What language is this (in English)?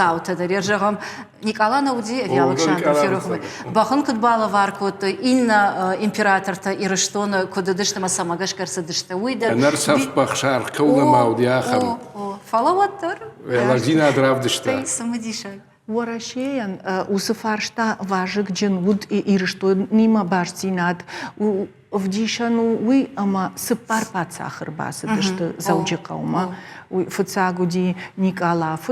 Ossetic